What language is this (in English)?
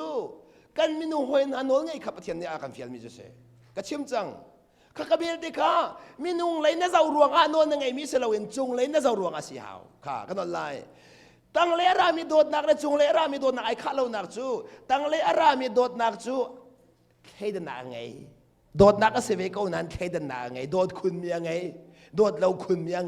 Hakha Chin